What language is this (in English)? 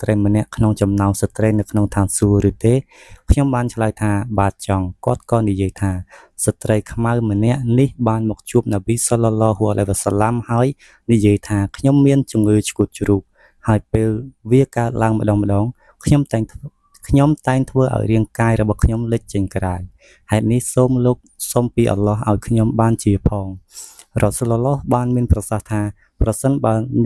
Khmer